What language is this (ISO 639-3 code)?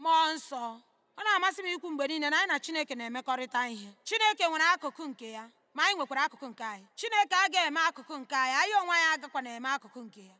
ibo